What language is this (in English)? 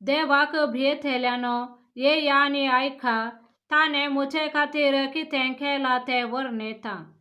Konkani